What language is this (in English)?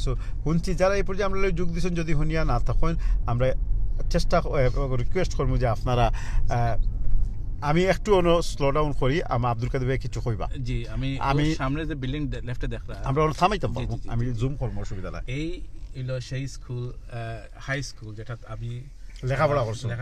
Sylheti